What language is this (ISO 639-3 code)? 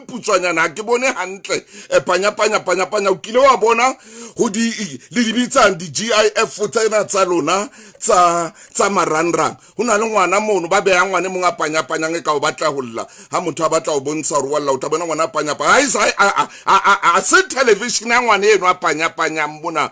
sot